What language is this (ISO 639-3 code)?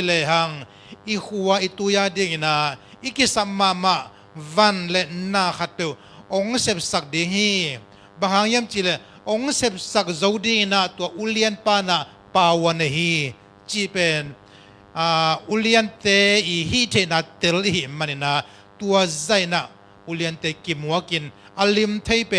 ctd